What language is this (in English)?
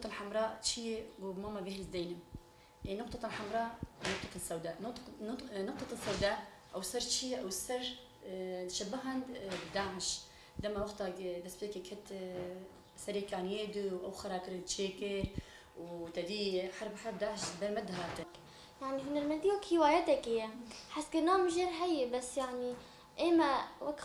Kurdish